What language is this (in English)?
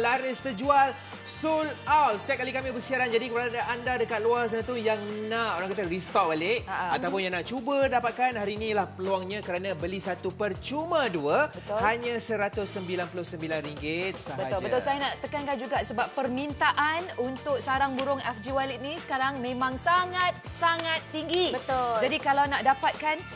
Malay